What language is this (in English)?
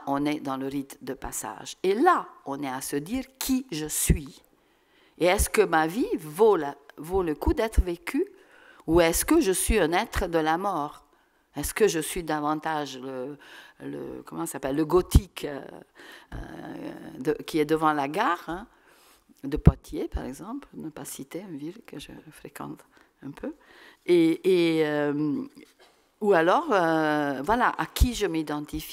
French